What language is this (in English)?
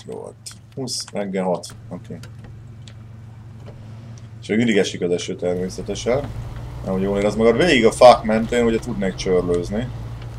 Hungarian